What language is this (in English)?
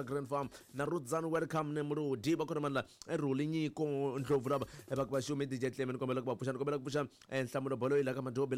Tsonga